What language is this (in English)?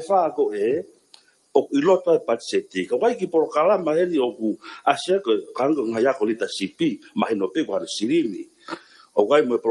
Tongan